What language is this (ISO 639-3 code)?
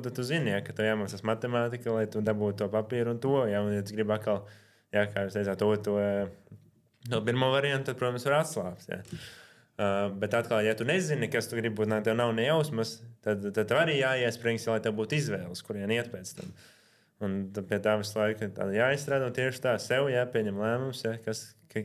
lav